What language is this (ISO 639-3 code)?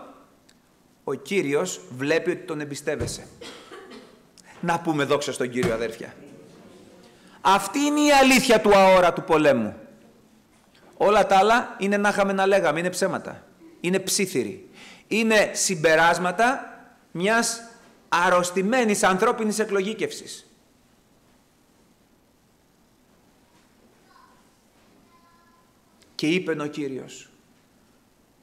ell